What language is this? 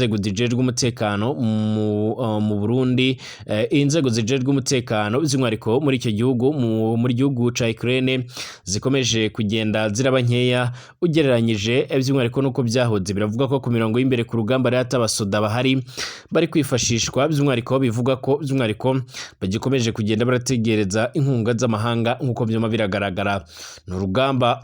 Rundi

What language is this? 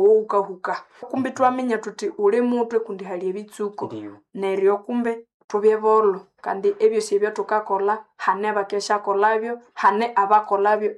Nande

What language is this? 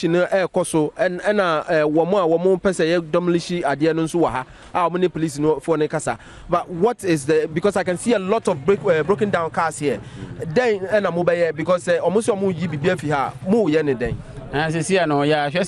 Akan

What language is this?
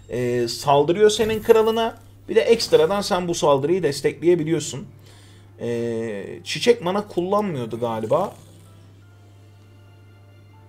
Turkish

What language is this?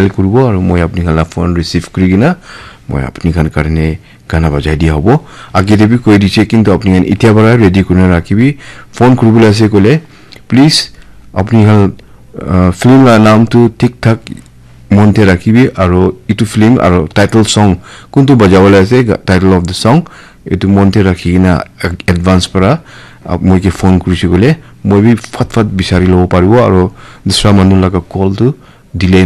Naga Pidgin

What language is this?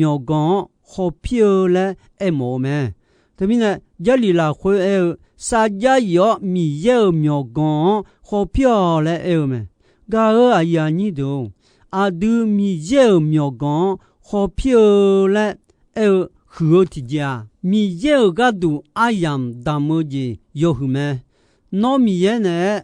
Akha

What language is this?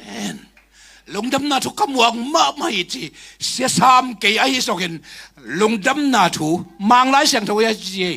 Tedim Chin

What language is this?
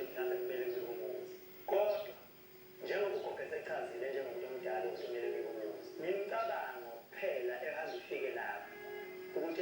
Zulu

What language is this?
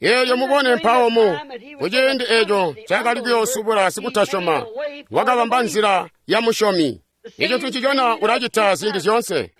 Tonga (Zambia)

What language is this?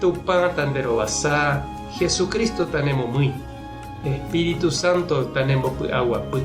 Guarani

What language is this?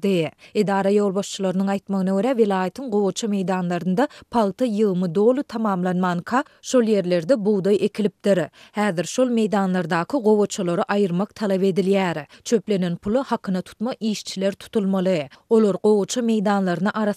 Turkmen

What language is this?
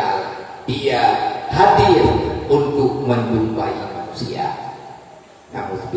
Achinese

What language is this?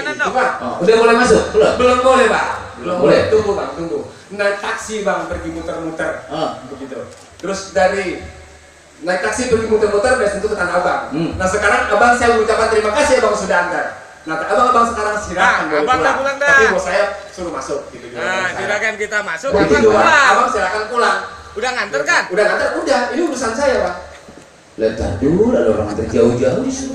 Betawi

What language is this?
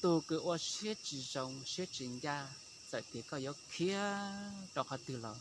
Hmong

